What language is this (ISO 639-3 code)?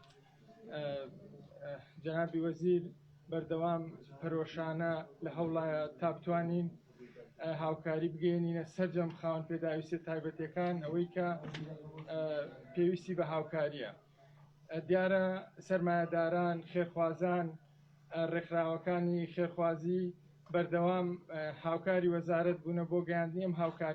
ckb